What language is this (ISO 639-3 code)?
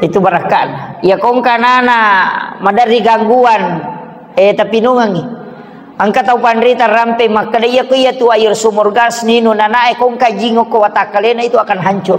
bug